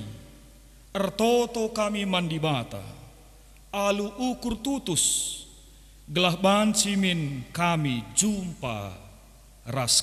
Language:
Batak Karo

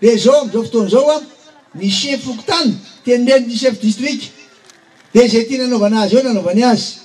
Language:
Malagasy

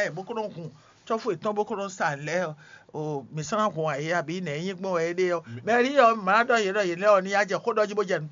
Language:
Fon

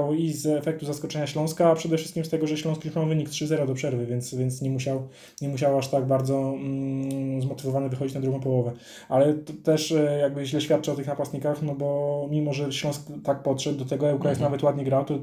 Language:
Polish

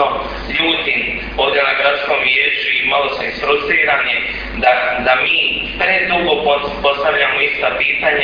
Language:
Croatian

